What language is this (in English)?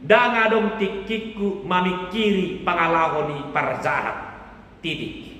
Batak Toba